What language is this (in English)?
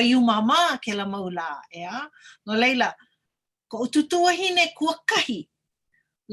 Hawaiian